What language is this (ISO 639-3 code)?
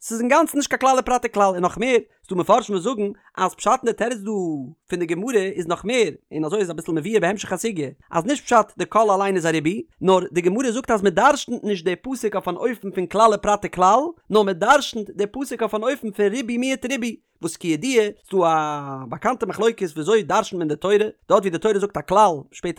yid